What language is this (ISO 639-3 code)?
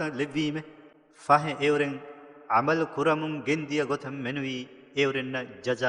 div